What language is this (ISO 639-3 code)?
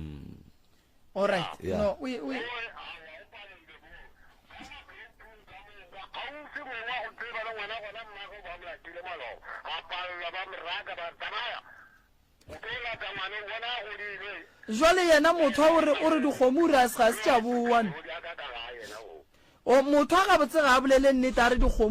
nso